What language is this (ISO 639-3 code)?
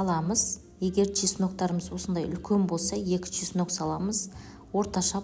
kaz